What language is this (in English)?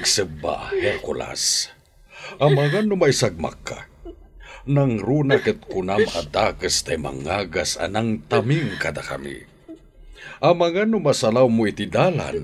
Iloko